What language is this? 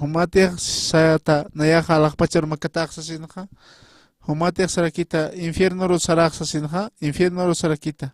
Aymara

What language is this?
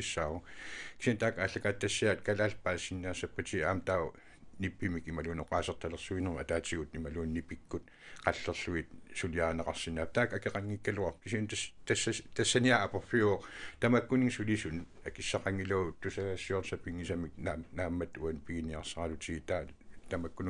Kalaallisut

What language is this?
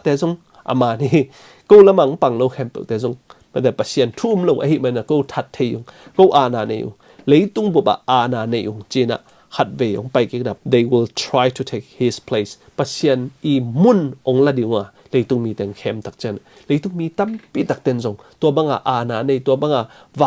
Tedim Chin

